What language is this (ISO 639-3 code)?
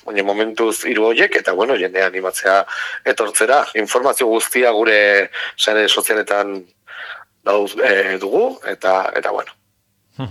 eus